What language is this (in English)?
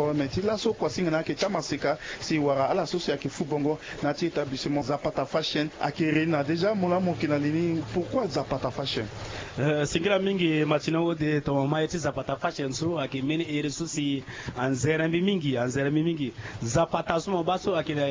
Sango